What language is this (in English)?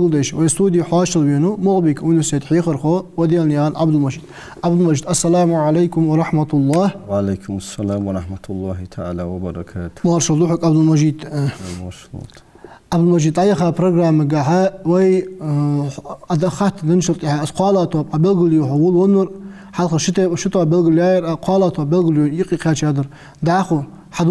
Ingush